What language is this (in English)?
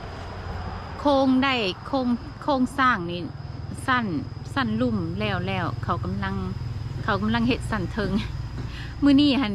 Lao